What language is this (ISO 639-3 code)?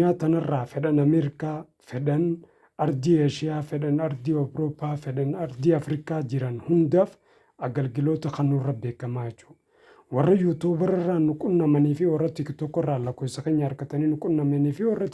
orm